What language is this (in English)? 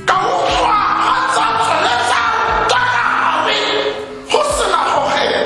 Tswana